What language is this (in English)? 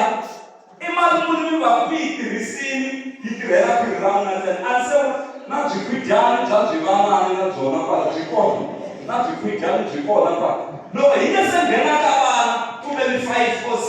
Tsonga